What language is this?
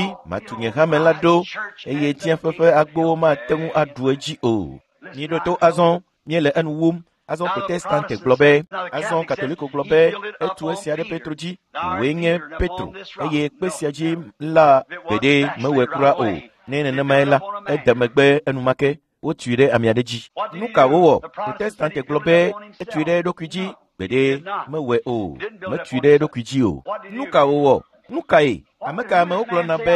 Ewe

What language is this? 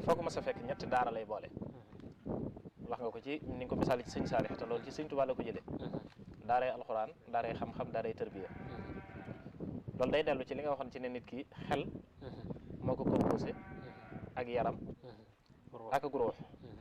Wolof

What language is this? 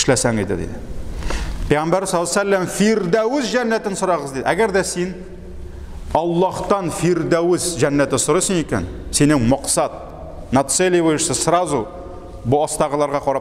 Tatar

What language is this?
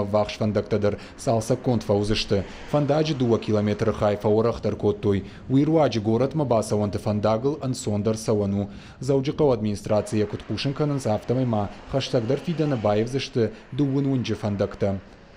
Ossetic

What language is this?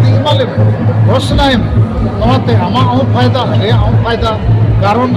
Santali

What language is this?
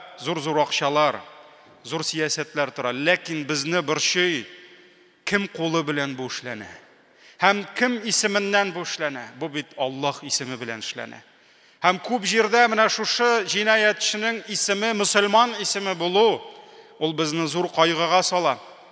Tatar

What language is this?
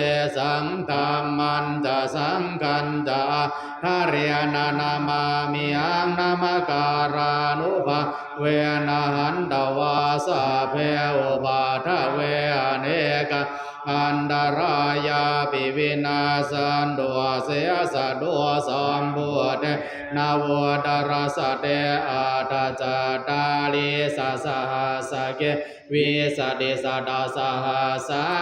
Pali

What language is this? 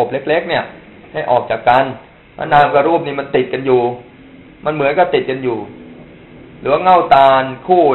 Thai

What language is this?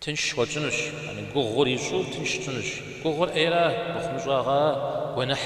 Kabardian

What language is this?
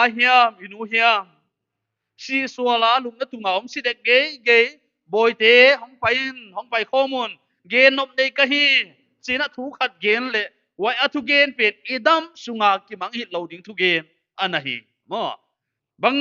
Paite Chin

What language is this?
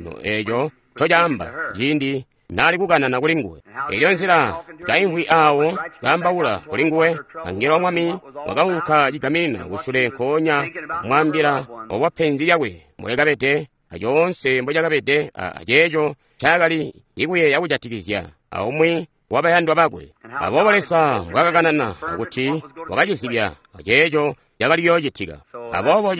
Tonga (Zambia)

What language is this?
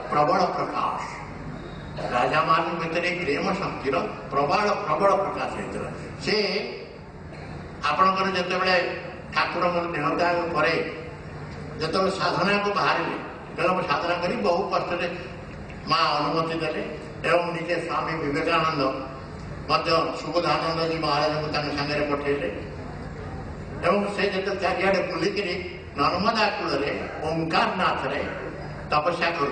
Odia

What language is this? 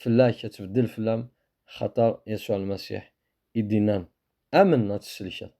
Kabyle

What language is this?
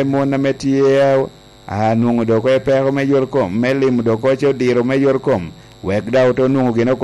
Lango (Uganda)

